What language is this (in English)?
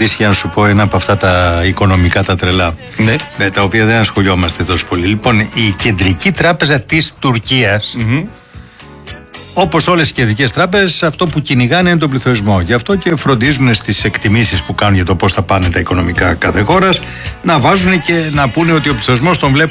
Greek